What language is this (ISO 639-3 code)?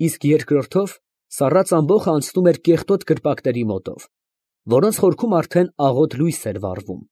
hye